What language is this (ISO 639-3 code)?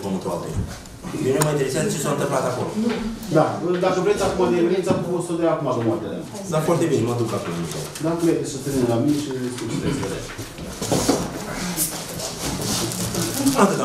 ron